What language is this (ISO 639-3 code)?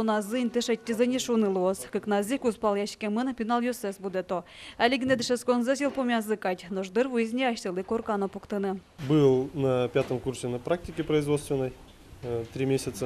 udm